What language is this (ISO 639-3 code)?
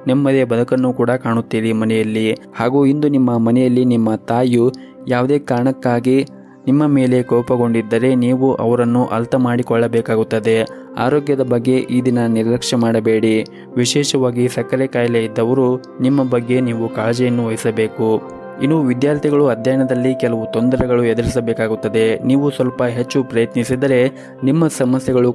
kan